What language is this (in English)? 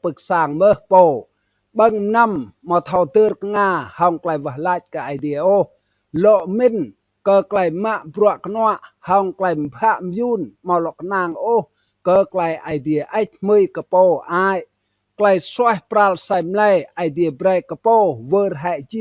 Rade